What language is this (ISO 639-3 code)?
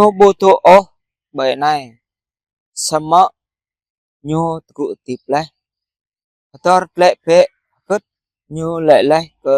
jra